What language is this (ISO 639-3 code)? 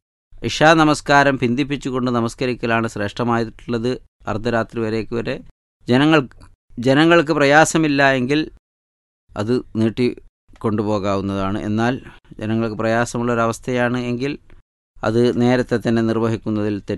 mal